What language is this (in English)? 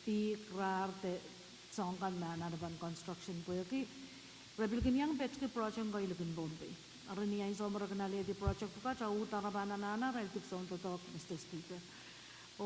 Pohnpeian